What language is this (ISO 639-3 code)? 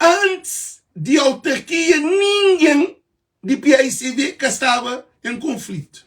kea